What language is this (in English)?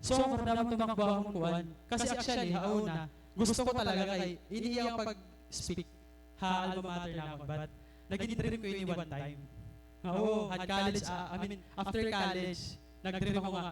Waray